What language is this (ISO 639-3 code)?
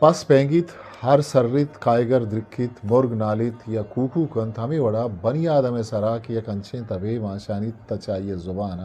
bgp